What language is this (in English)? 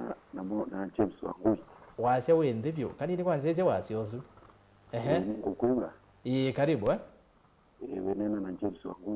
Kamba